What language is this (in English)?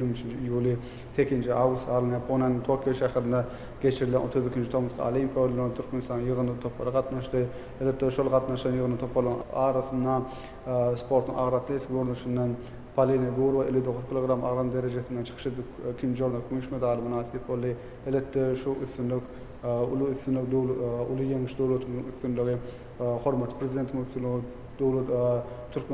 Turkmen